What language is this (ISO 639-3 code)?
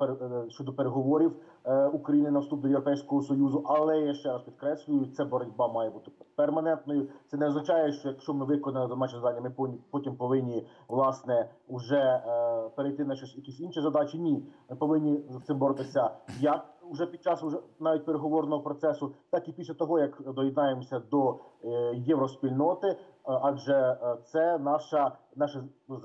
ukr